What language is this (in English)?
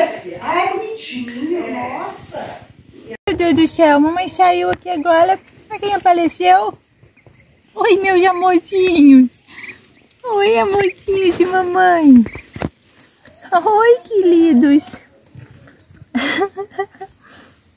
Portuguese